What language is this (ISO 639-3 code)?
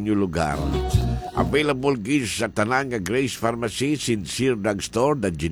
hil